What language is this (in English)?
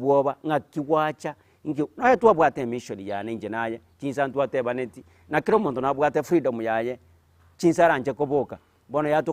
Gusii